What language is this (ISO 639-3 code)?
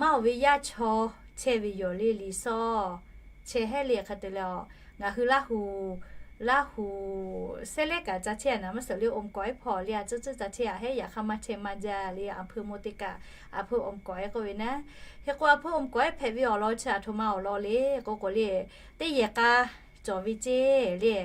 lhu